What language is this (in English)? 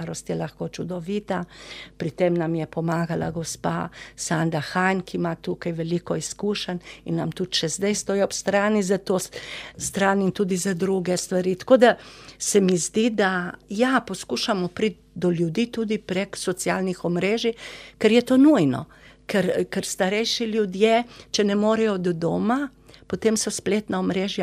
Slovenian